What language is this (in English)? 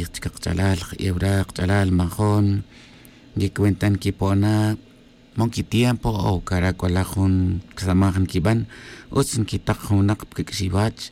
Tz'utujil